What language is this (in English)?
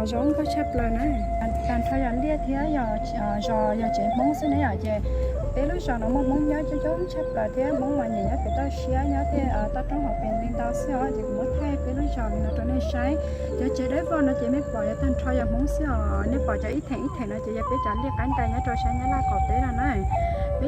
Hmong